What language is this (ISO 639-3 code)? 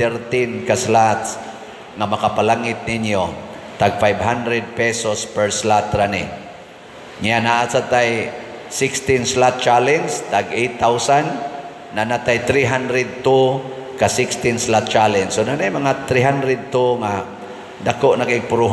ceb